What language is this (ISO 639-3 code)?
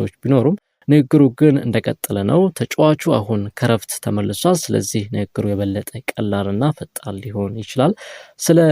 amh